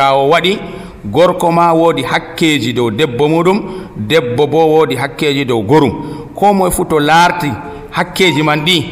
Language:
Nigerian Fulfulde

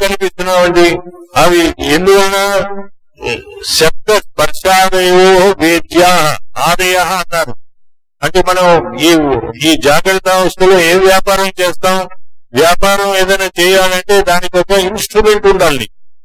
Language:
Telugu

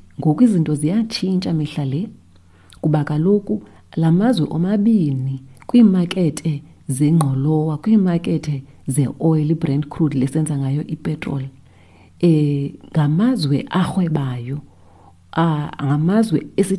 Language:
Xhosa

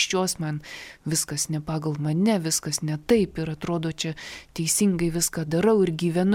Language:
Lithuanian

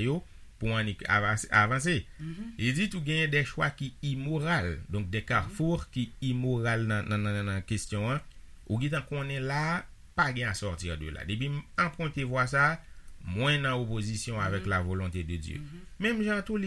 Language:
Haitian Creole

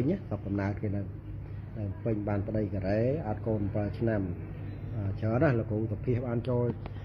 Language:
Khmer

